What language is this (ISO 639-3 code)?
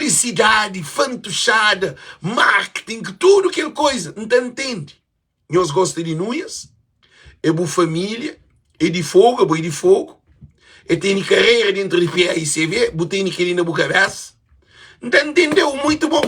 kea